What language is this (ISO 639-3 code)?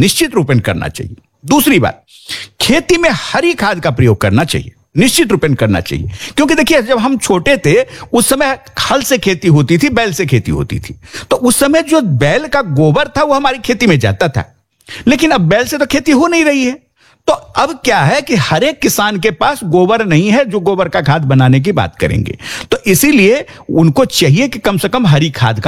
hin